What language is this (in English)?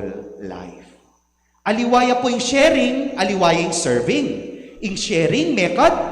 Pampanga